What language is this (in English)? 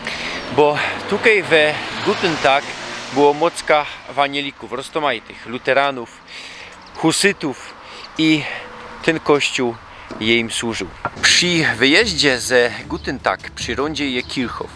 Silesian